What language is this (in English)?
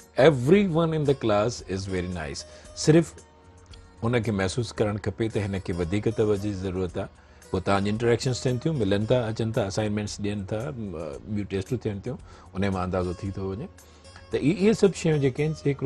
Sindhi